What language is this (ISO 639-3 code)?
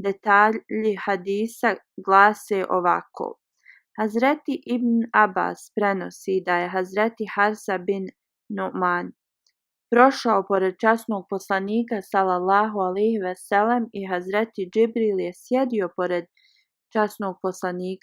bos